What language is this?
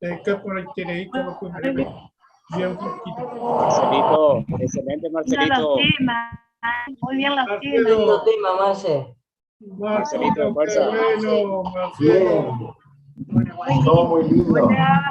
Guarani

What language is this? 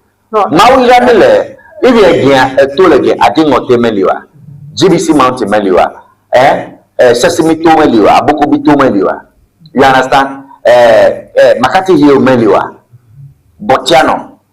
Ewe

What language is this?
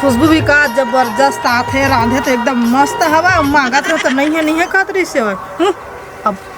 Chhattisgarhi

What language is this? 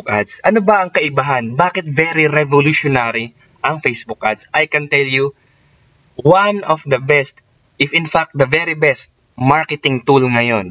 Filipino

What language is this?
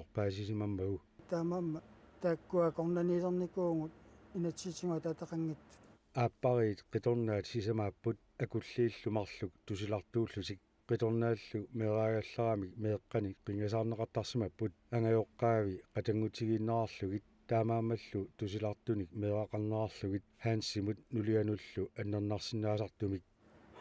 Kalaallisut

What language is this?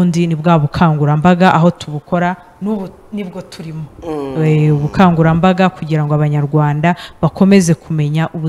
Kinyarwanda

